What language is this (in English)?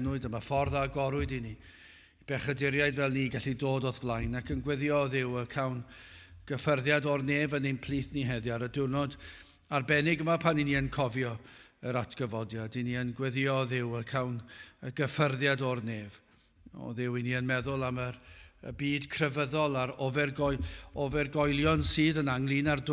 Welsh